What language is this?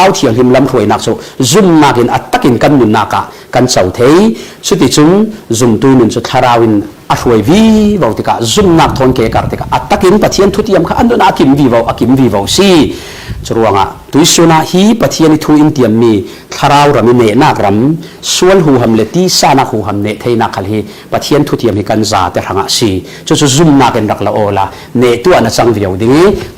Falam Chin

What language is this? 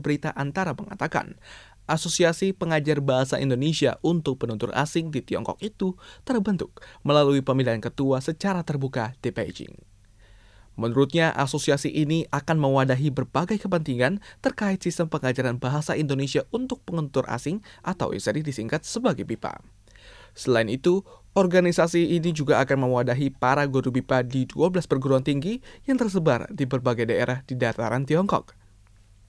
Indonesian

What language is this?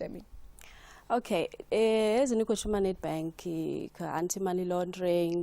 Venda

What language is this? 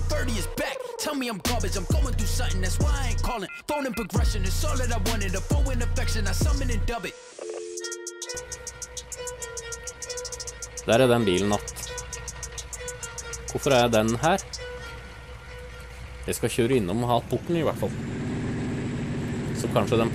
Norwegian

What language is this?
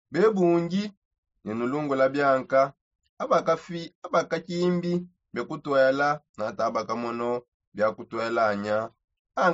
Songe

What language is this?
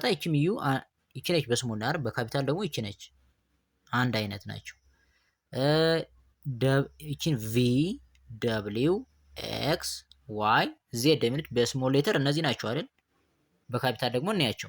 Amharic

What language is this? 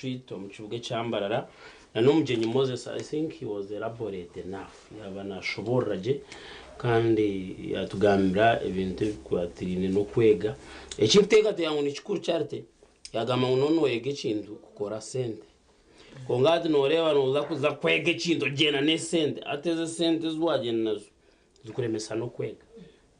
Nyankole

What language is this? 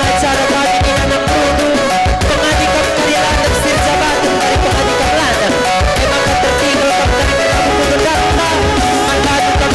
Batak Karo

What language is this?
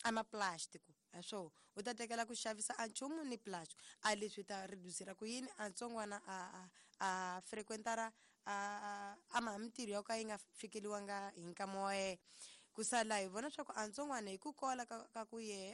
Tsonga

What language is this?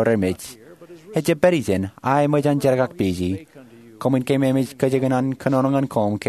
Marshallese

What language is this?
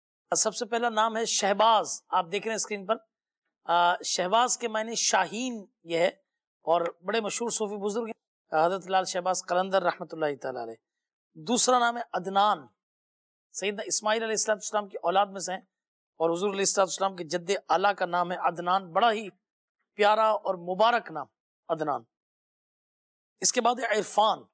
Urdu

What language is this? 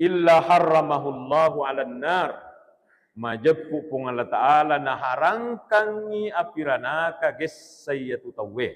Buginese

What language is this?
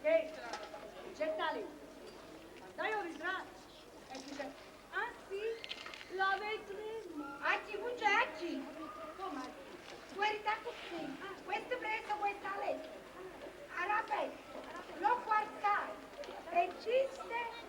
Neapolitan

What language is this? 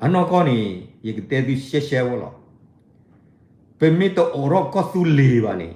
S'gaw Karen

